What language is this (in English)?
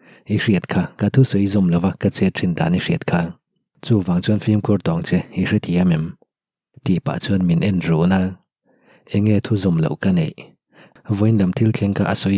Mizo